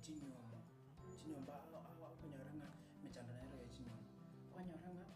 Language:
Gusii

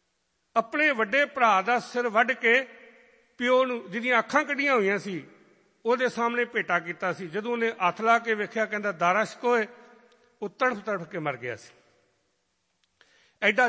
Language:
Punjabi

